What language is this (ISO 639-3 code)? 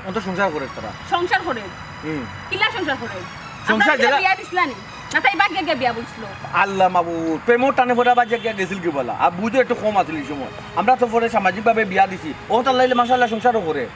syl